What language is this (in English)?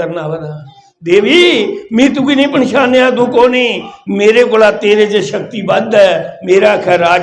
Dogri